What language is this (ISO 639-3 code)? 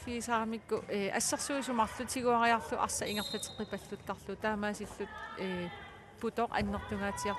kal